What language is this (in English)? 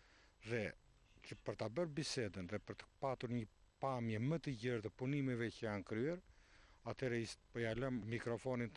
Albanian